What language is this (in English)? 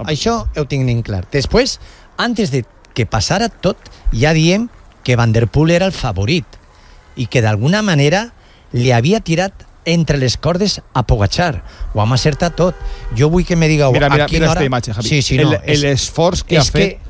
Catalan